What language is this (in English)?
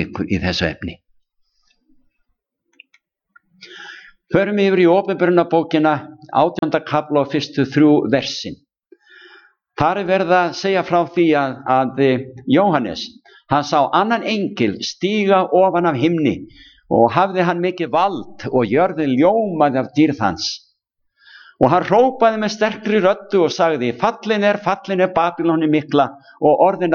Icelandic